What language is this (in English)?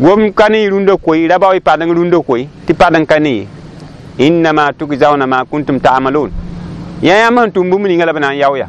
Mossi